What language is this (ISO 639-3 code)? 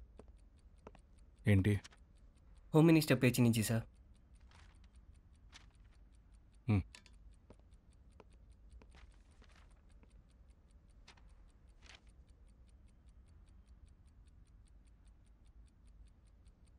tel